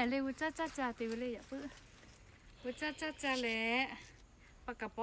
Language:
Lahu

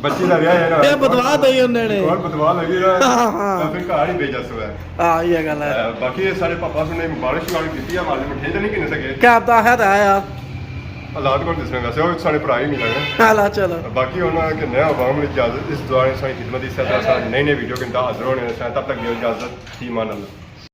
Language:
Pahari-Potwari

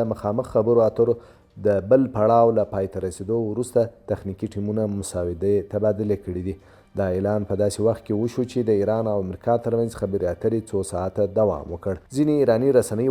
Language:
Pashto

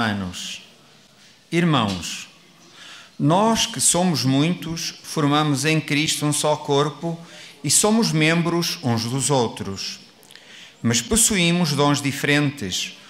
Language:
Portuguese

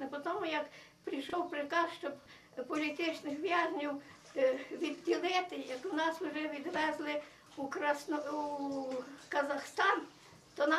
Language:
Ukrainian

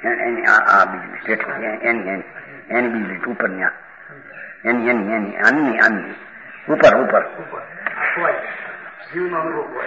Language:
Gujarati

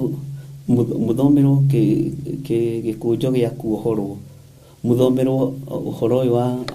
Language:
Kikuyu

